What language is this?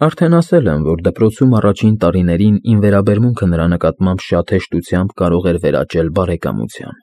Armenian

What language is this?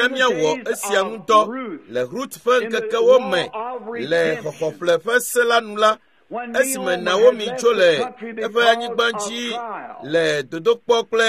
Ewe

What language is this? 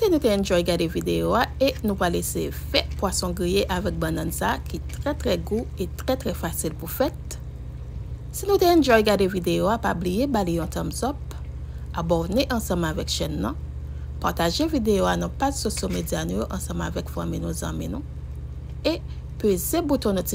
Haitian Creole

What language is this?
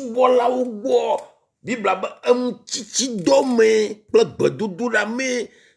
Ewe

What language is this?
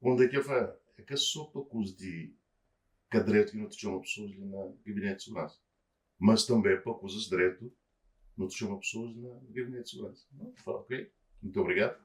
Kabuverdianu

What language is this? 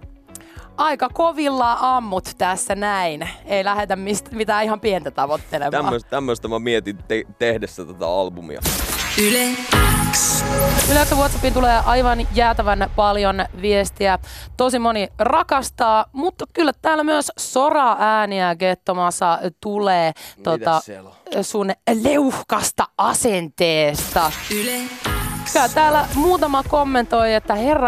Finnish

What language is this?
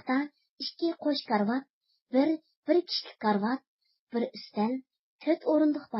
Uyghur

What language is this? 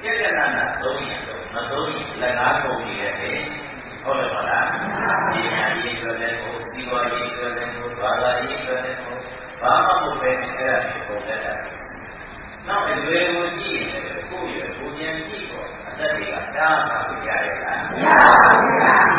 Burmese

